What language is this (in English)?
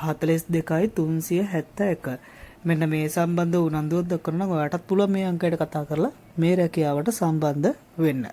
Sinhala